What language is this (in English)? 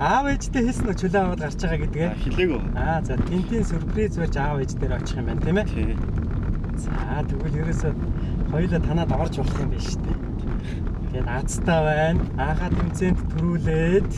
Mongolian